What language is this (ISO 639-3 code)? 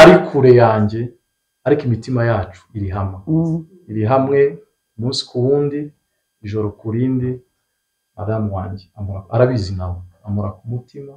kin